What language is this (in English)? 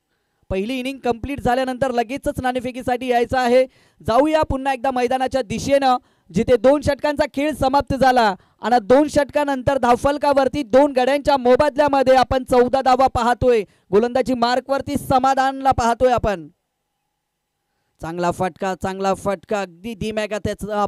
Marathi